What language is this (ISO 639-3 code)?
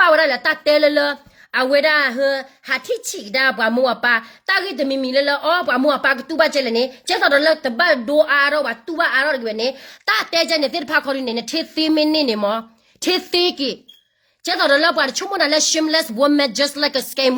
ksw